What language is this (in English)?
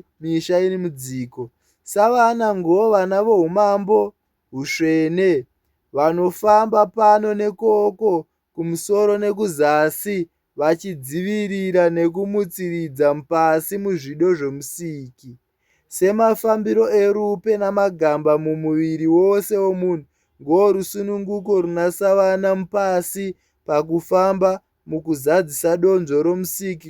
Shona